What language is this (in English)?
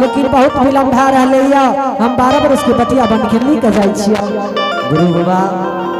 Angika